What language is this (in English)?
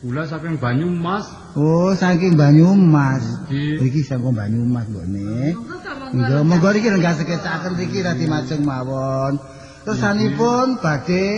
Javanese